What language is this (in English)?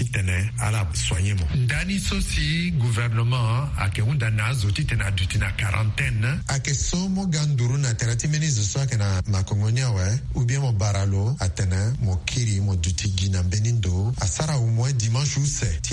Sango